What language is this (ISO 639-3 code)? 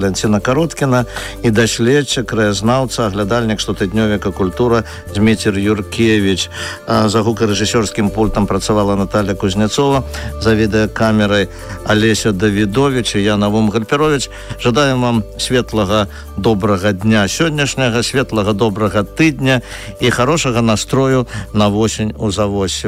bel